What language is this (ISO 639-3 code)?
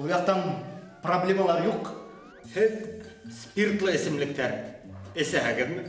bak